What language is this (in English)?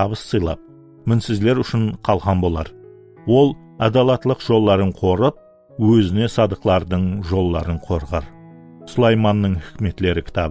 Kara-Kalpak